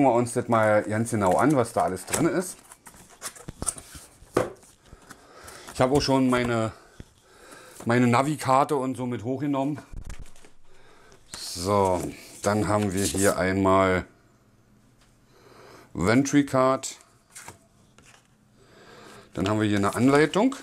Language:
German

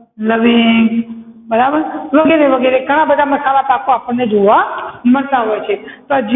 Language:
Gujarati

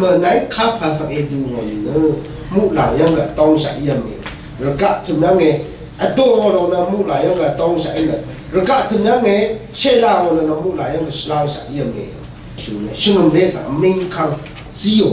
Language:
Rawang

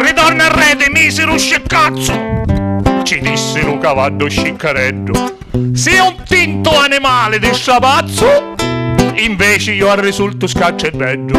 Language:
Sicilian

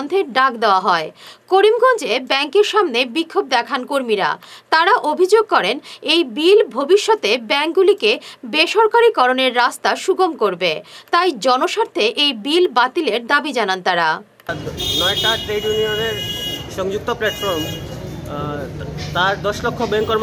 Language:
Bangla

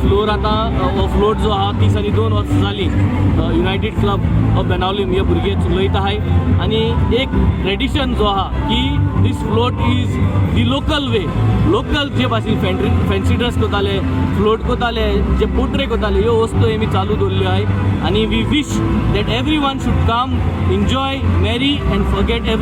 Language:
Konkani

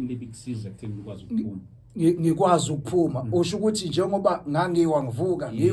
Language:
Zulu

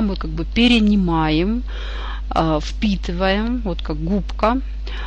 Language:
Russian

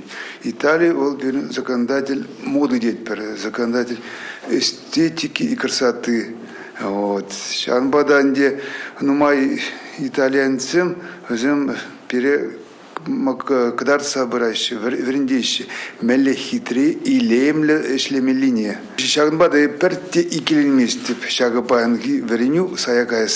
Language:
Chuvash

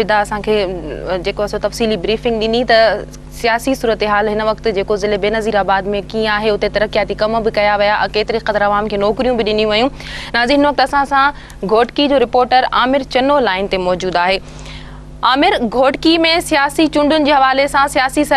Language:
Sindhi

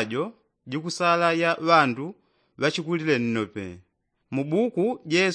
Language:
Yao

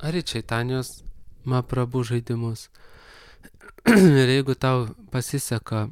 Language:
Lithuanian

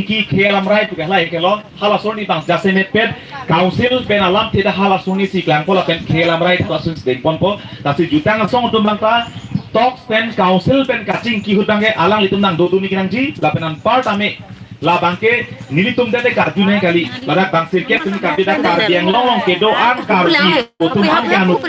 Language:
Karbi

